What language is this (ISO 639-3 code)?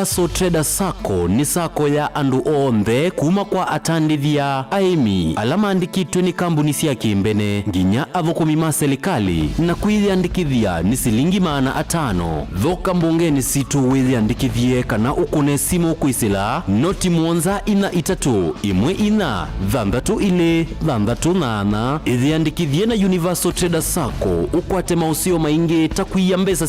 kam